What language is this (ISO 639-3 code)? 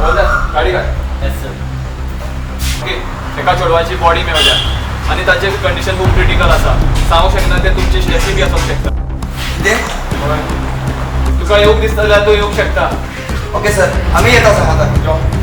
kok